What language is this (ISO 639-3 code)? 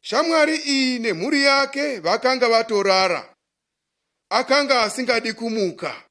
sna